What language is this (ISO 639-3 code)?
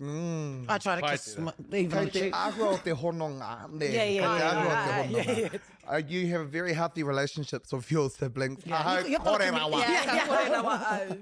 mri